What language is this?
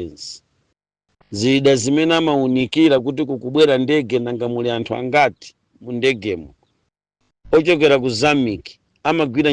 Nyanja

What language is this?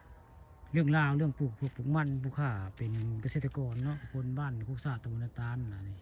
Northeastern Thai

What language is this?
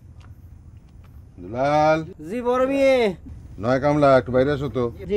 Bangla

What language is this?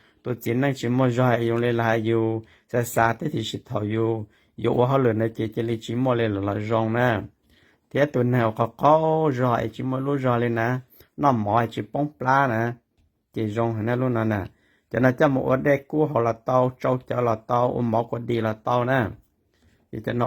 Hmong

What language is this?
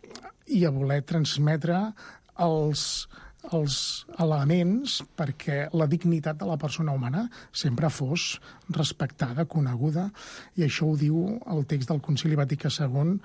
Catalan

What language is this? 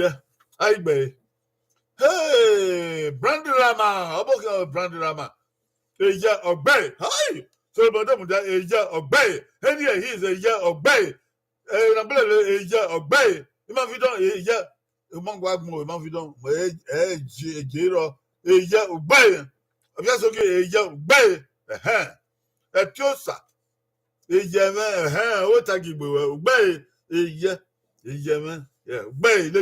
Bini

